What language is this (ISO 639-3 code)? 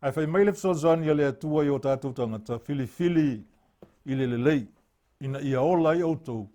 smo